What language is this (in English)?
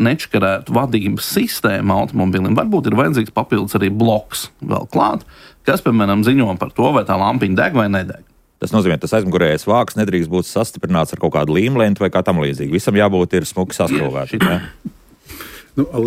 Latvian